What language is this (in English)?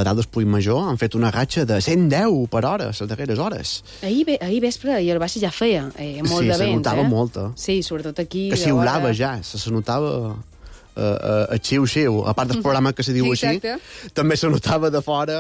Catalan